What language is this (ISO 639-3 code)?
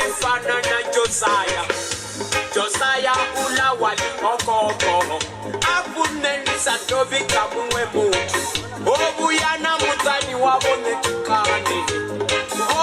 ven